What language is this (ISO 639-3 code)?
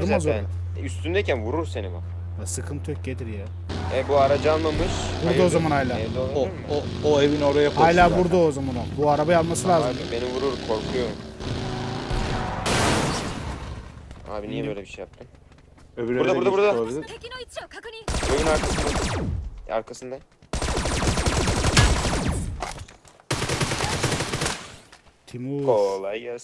tur